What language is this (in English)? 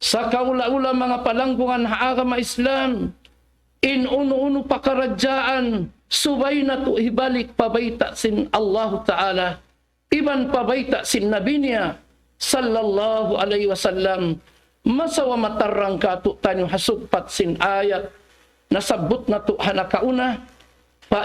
Tausug